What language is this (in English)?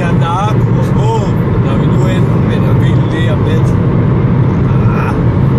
Danish